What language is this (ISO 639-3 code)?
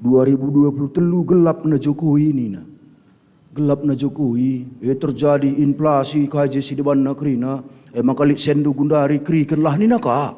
btx